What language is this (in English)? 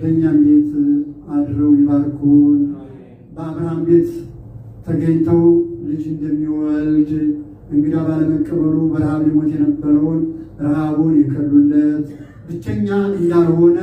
Amharic